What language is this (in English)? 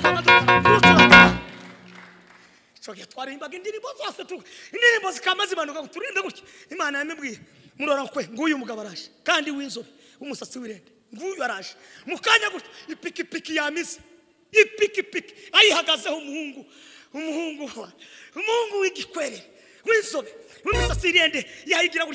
Kinyarwanda